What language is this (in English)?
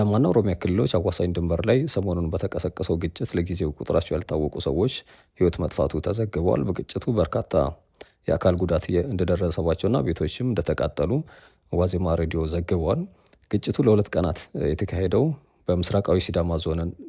Amharic